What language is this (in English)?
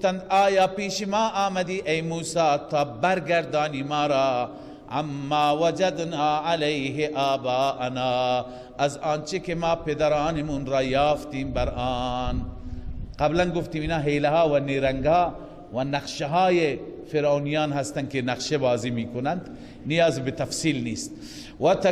Persian